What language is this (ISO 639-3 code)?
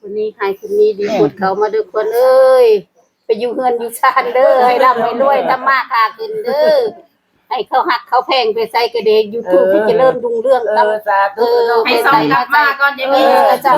tts